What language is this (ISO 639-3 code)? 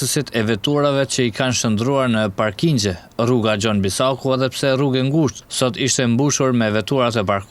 sqi